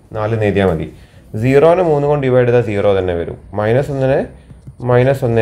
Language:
Malayalam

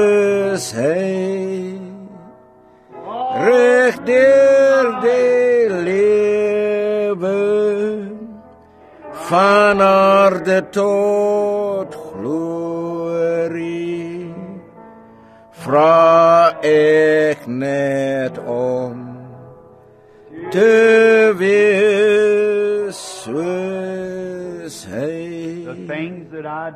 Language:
Afrikaans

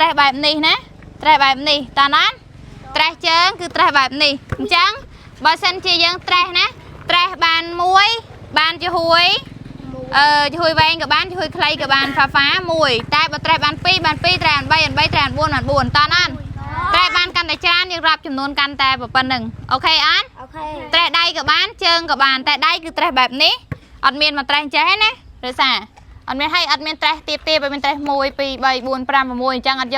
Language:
Khmer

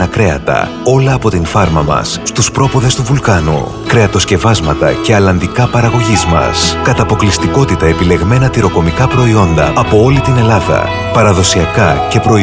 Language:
Greek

